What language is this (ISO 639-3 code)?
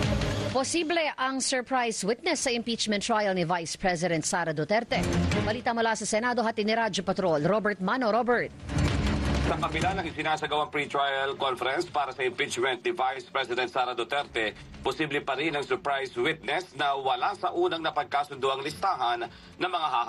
fil